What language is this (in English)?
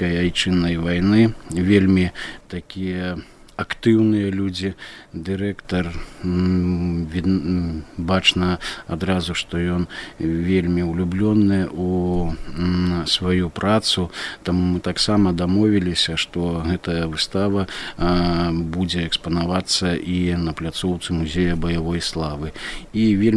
Belarusian